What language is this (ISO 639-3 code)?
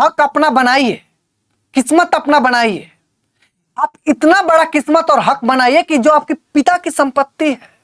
bho